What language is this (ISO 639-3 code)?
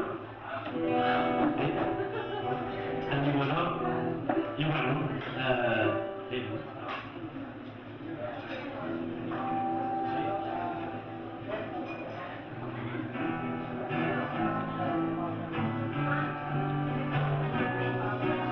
cat